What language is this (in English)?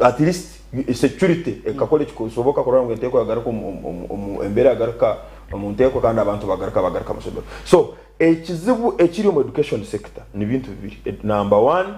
Nyankole